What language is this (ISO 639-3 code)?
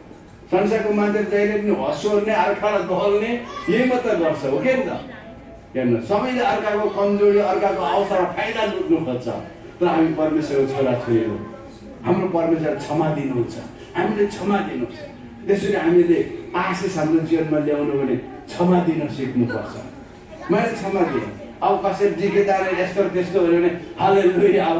nep